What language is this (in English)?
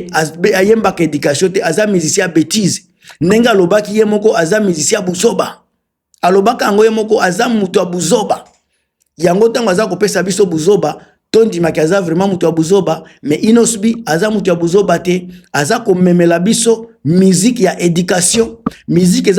Lingala